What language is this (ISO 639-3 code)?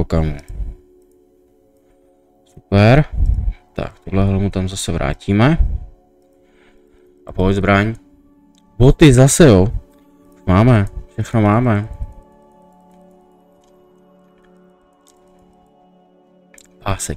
ces